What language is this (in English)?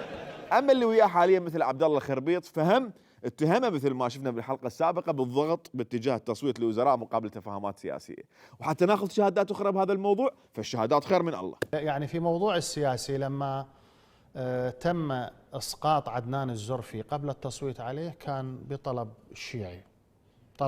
Mesopotamian Arabic